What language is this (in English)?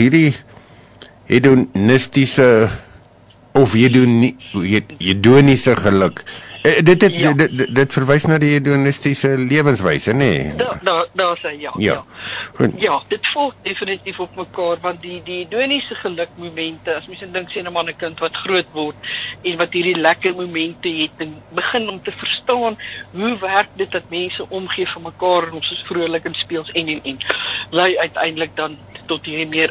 Afrikaans